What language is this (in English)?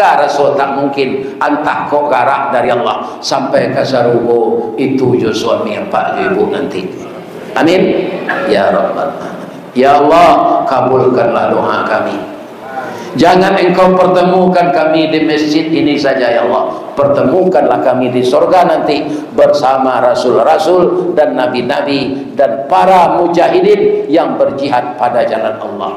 Minangkabau